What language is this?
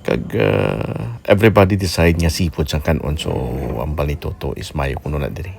Hiligaynon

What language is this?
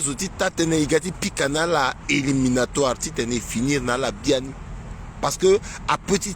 Sango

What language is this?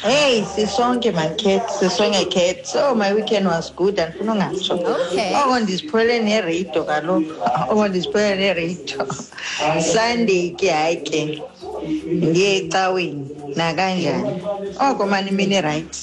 Xhosa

